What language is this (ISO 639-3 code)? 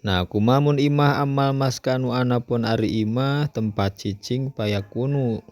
sun